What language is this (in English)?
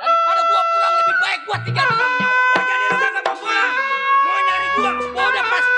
Betawi